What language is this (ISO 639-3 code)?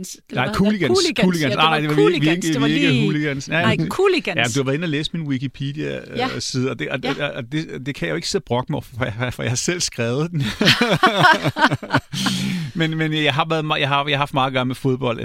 dan